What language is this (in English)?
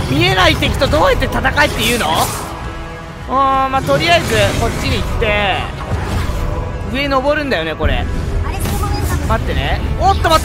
Japanese